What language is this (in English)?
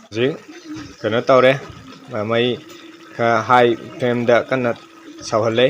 Manipuri